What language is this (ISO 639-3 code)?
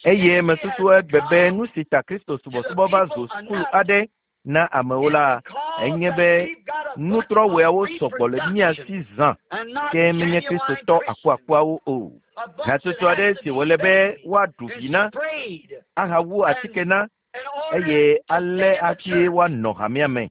ewe